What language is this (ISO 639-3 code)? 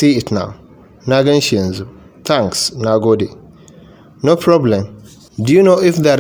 hau